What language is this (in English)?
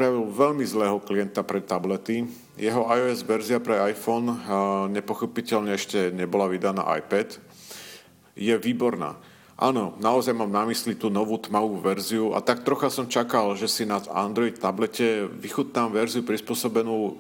Slovak